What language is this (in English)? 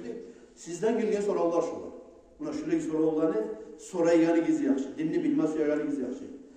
Kumyk